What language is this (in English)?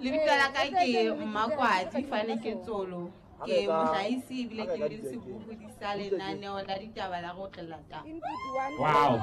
Southern Sotho